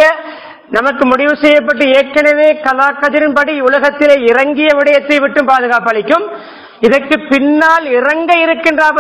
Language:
Tamil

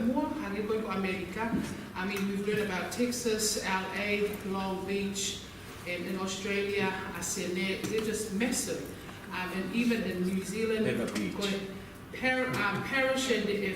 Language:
Tongan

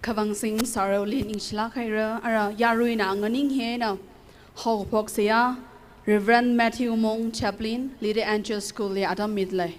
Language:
Tangkhul Naga (India)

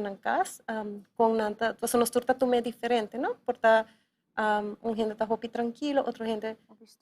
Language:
Papiamento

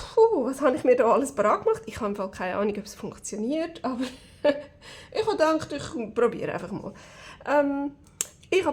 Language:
Swiss German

